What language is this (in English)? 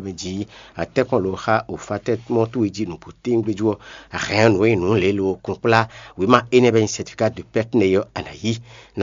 Fon